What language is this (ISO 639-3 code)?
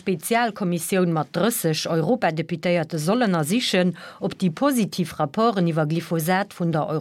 ltz